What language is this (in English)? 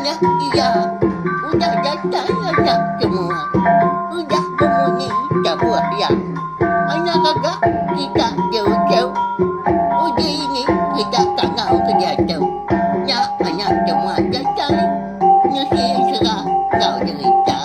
Iban